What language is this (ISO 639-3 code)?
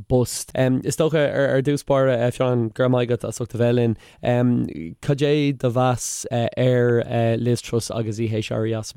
gle